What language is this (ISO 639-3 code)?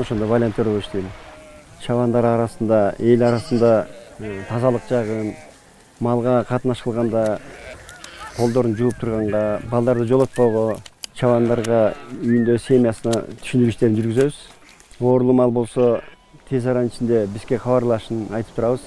kir